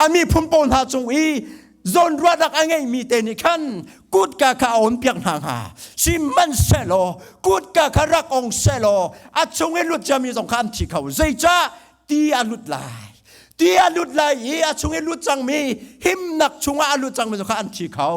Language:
Hakha Chin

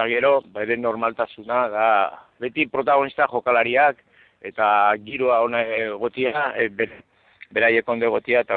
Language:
Basque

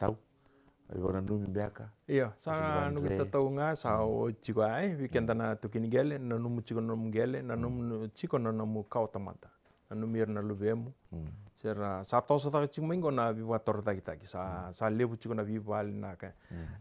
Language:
Fijian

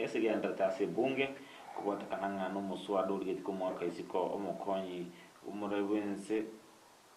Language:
Gusii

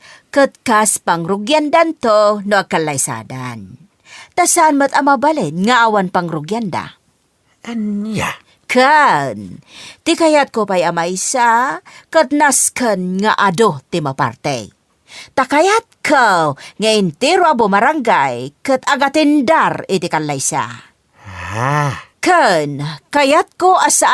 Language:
Iloko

